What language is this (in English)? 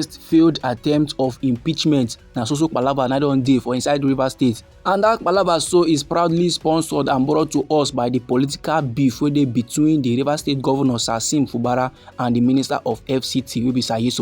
Nigerian Pidgin